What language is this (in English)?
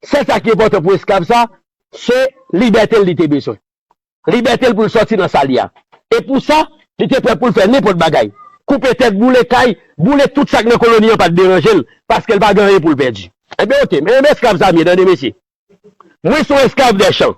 Haitian Creole